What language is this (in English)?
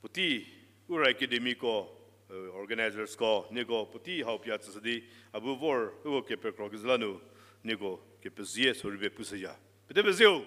Angami Naga